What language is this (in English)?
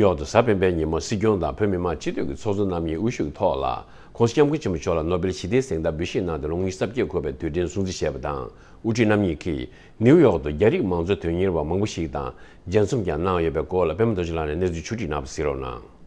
Tibetan